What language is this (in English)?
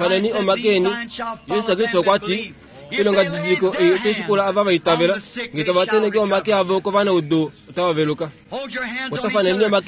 Kuanyama